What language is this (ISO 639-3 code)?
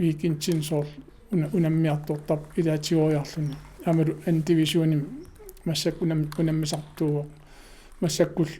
kal